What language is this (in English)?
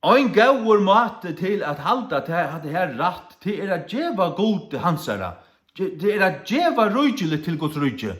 Faroese